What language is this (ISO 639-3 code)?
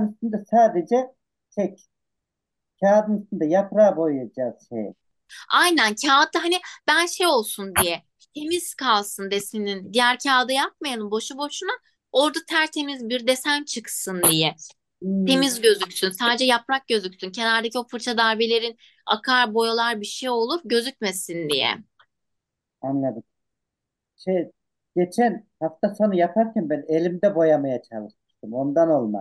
tur